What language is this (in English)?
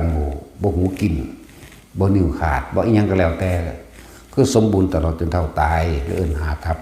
Northeastern Thai